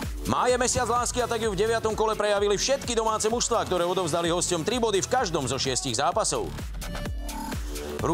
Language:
Slovak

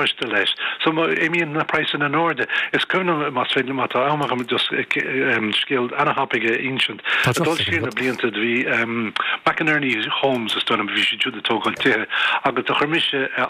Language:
Irish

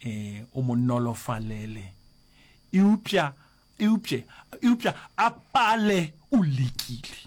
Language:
Northern Sotho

